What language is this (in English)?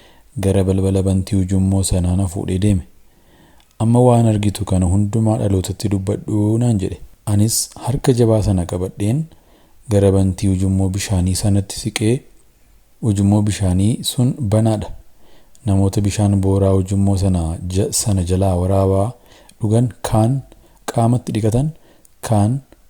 Oromo